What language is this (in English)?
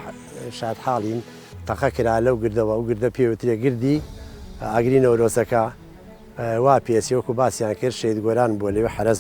Central Kurdish